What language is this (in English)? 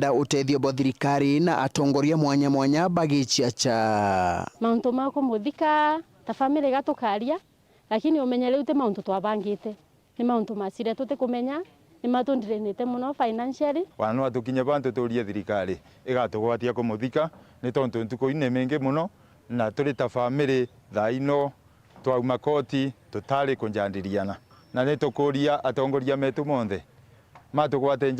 Meru